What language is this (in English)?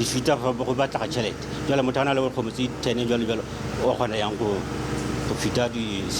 Tswana